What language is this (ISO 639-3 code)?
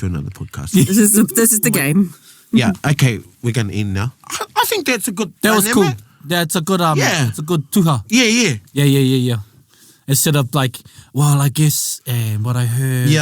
mri